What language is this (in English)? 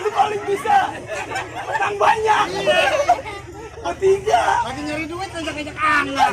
Betawi